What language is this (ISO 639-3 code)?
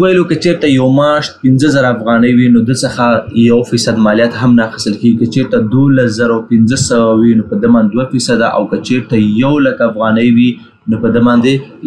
pus